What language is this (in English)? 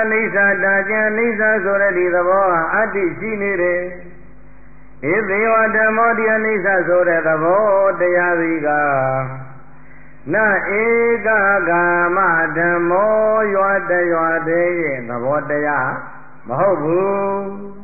Burmese